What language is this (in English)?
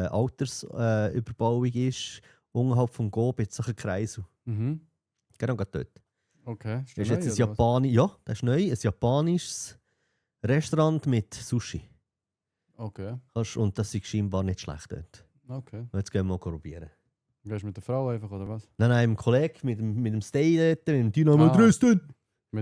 Swiss German